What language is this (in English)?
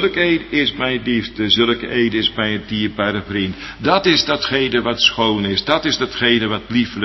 Dutch